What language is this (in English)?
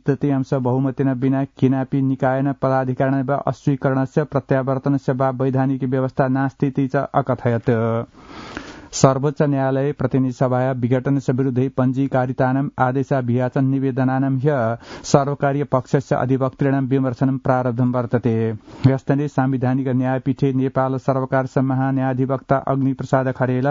Sanskrit